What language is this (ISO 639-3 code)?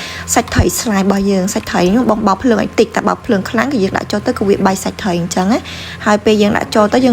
khm